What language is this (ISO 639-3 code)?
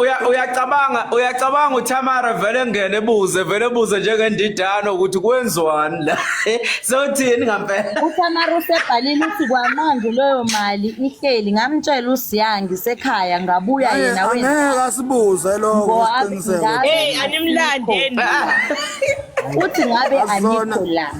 zul